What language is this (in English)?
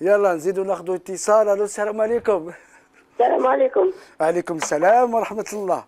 Algerian Arabic